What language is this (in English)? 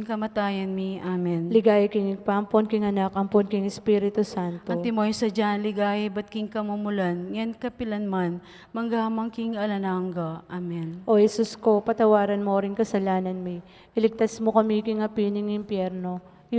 Pampanga